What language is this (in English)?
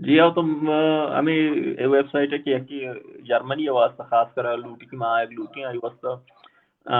Baluchi